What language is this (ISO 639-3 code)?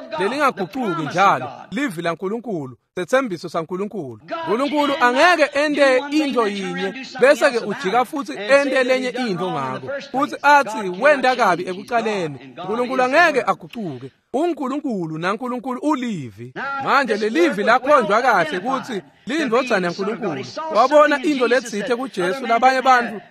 ssw